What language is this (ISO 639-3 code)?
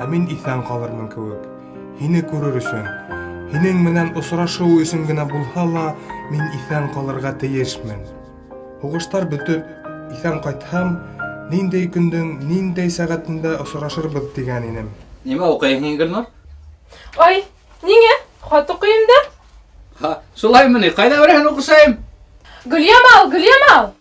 bak